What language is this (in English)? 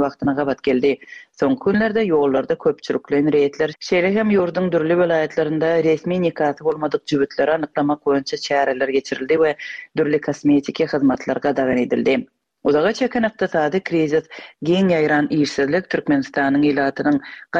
Turkmen